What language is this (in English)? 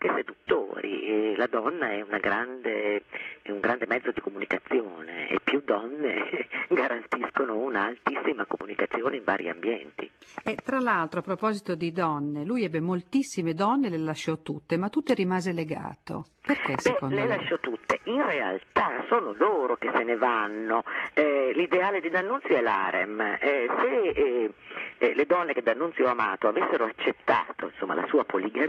Italian